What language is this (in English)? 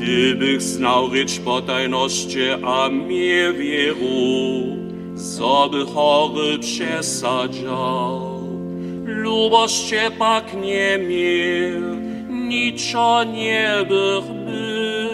Upper Sorbian